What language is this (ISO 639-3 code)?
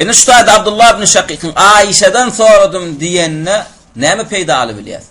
tuk